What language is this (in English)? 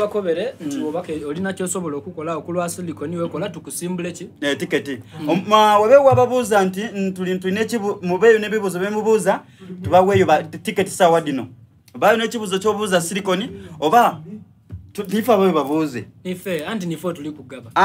Soga